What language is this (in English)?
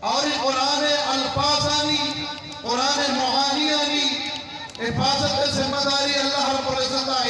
Eastern Balochi